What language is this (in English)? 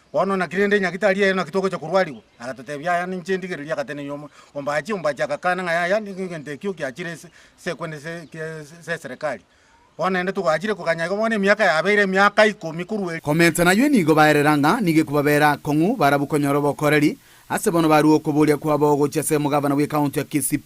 Gusii